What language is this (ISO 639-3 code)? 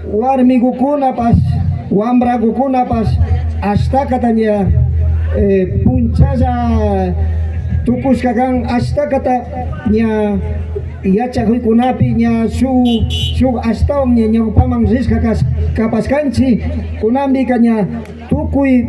qvi